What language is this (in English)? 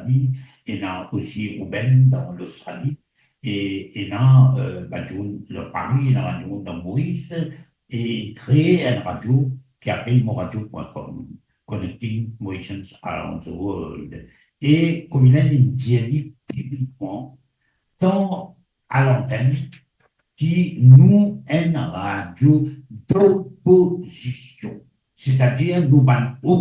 Morisyen